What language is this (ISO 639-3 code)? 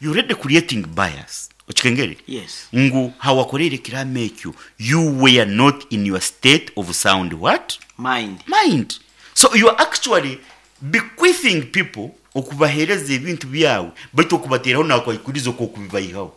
nyn